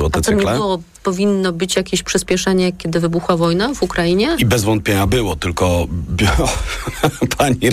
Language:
Polish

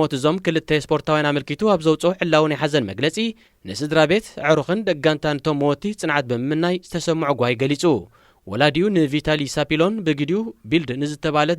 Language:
Tigrinya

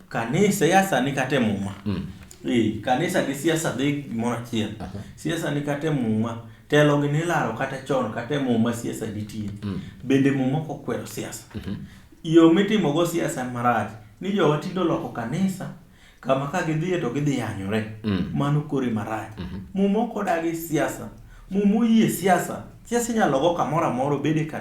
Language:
Luo (Kenya and Tanzania)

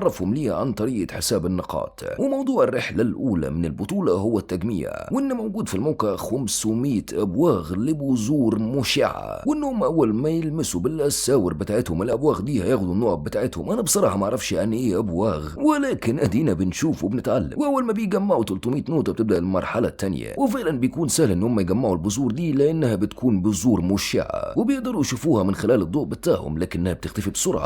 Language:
Egyptian Arabic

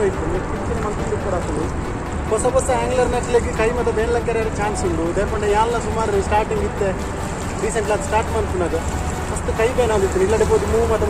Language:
Tulu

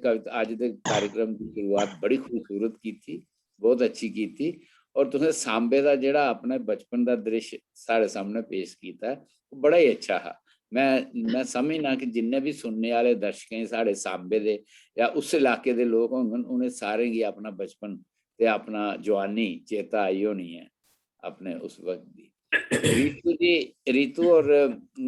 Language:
Dogri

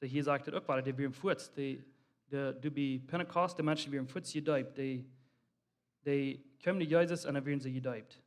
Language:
Plautdietsch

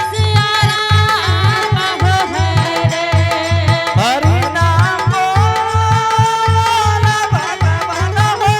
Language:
Angika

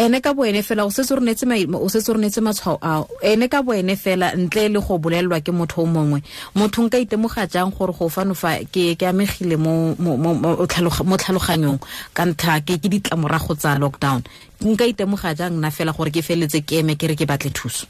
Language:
Tswana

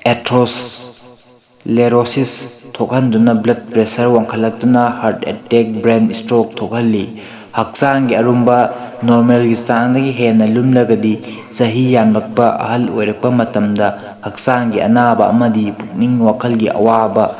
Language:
Manipuri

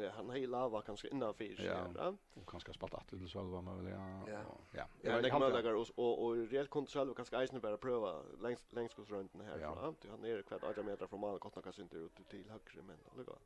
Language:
Faroese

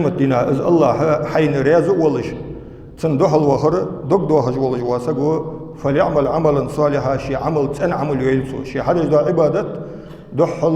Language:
Ingush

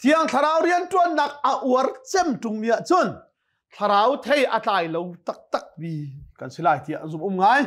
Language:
Hakha Chin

